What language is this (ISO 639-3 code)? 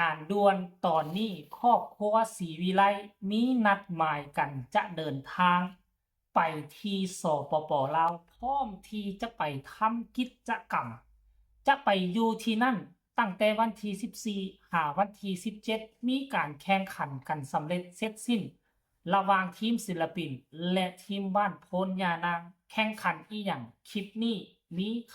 tts